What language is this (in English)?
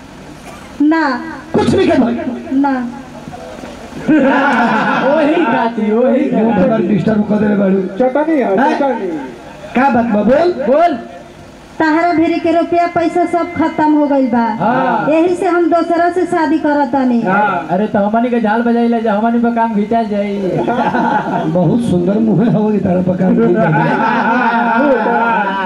Bhojpuri